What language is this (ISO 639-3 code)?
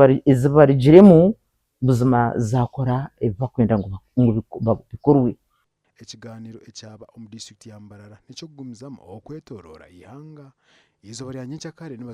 nyn